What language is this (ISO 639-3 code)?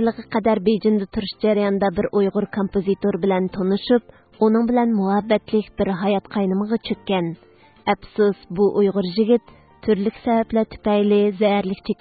uig